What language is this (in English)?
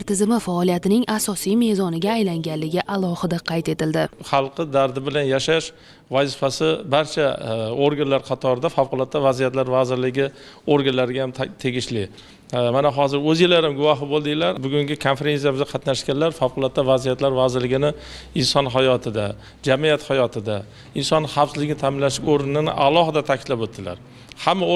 Uzbek